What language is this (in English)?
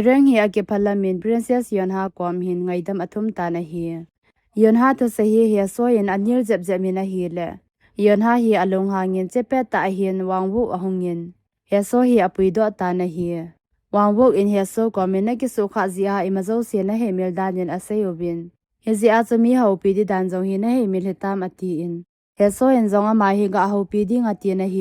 Thado Chin